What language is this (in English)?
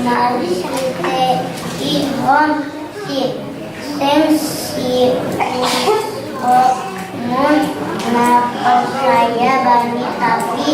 Batak Simalungun